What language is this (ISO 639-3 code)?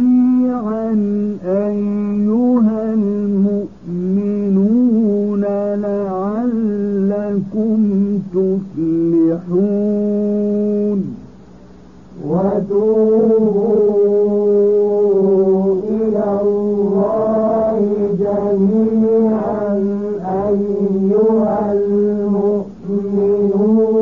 ara